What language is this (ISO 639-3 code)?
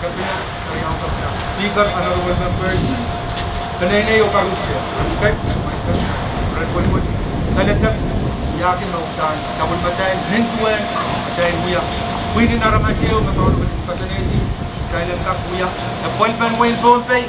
pon